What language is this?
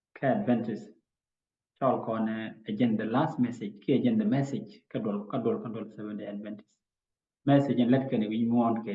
Nuer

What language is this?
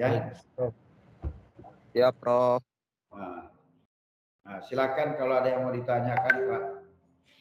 Indonesian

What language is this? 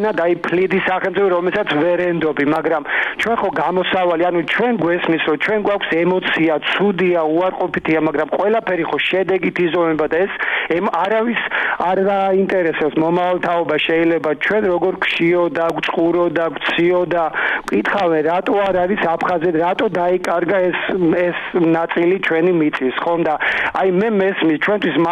Georgian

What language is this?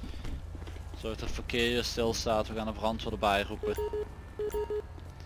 Dutch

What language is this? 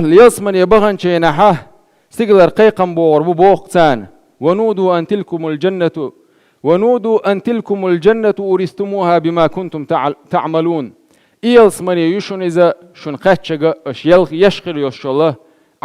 Chechen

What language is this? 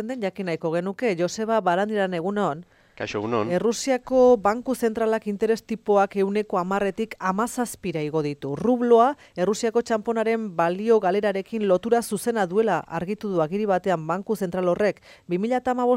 Basque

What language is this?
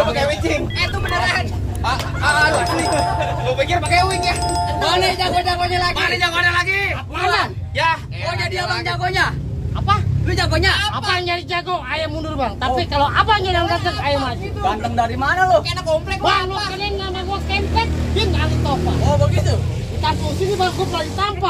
Betawi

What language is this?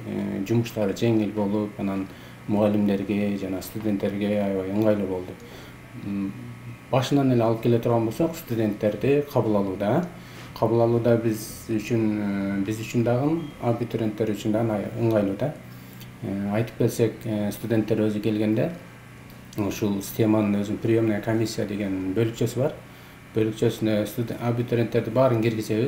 Kyrgyz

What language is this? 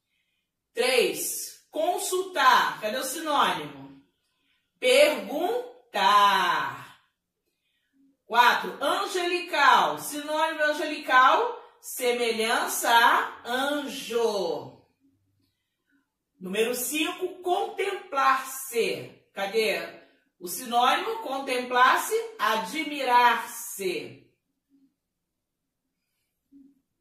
Portuguese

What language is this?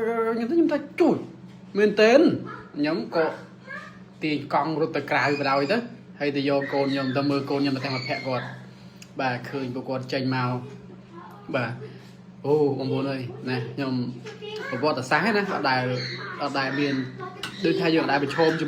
Khmer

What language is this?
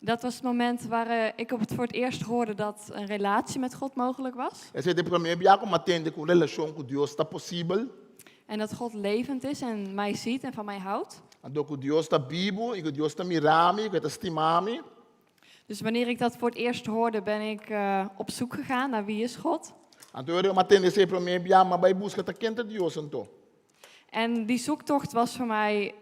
Papiamento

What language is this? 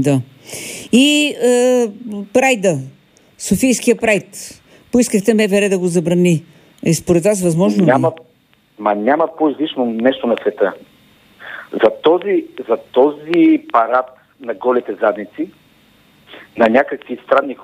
Bulgarian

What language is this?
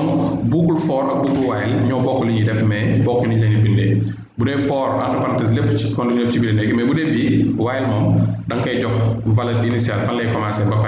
Wolof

